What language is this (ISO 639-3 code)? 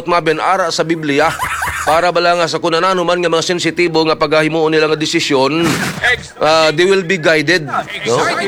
hil